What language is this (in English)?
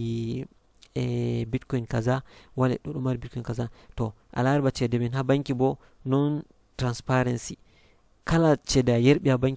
Fula